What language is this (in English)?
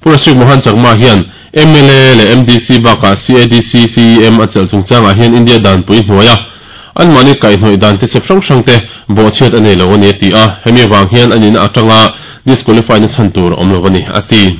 Mizo